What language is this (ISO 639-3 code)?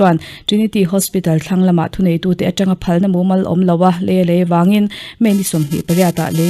lus